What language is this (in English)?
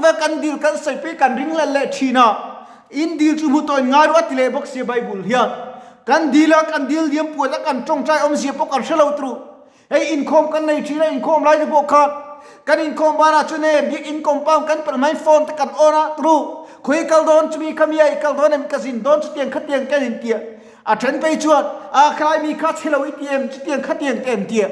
Mizo